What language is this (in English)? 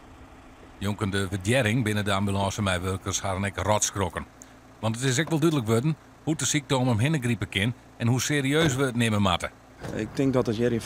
Western Frisian